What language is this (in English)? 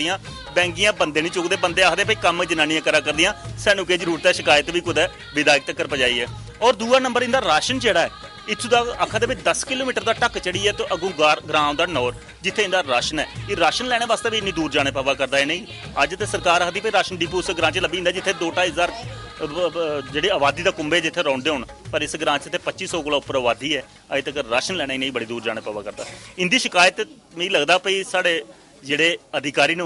Dogri